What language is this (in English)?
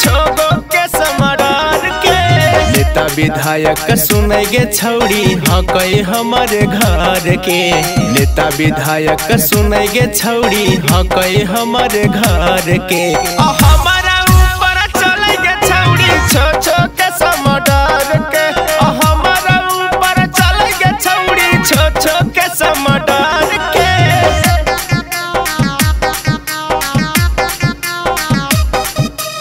Magahi